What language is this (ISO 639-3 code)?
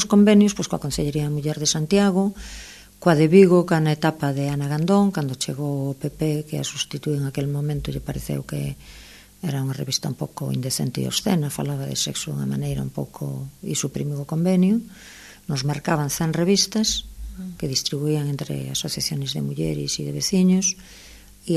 glg